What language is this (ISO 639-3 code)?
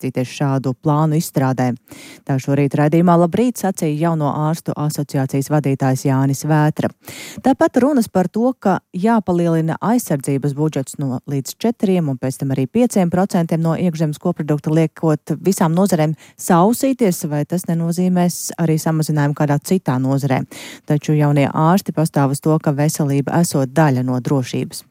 lav